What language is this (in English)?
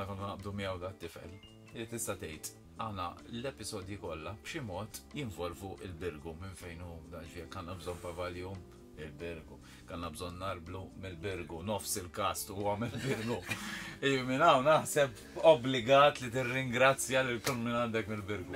Maltese